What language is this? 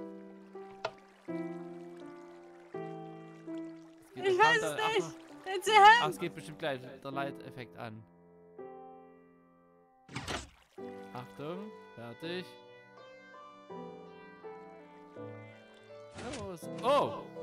German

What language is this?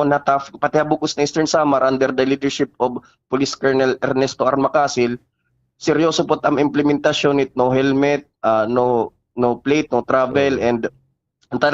Waray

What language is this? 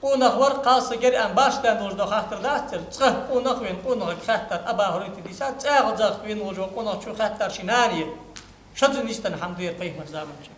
Ingush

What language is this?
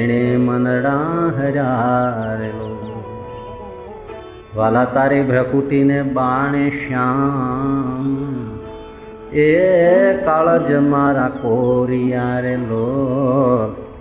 Gujarati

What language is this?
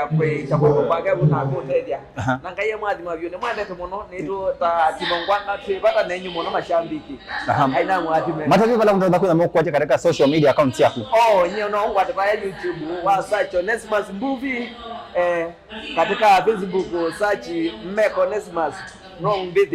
Kamba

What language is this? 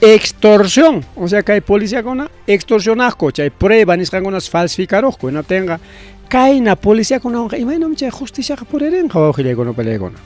Ayacucho Quechua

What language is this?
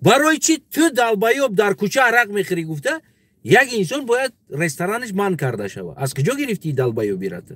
Tajik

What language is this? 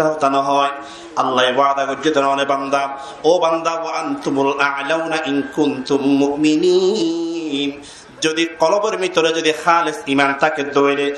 Rohingya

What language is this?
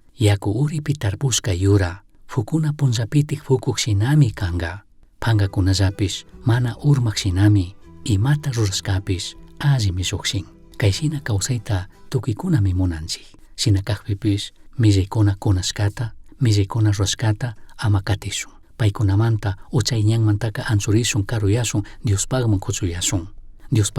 Chimborazo Highland Quichua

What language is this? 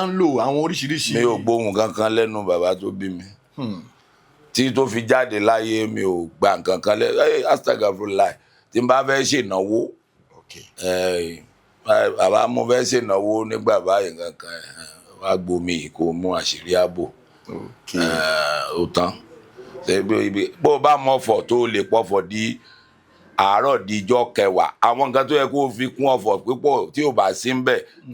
Yoruba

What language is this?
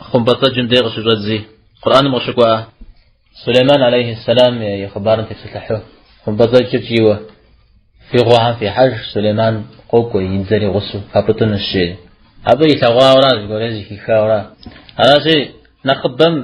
Kabardian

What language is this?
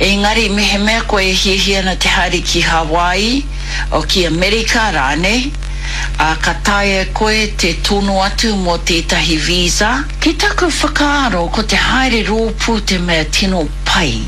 Māori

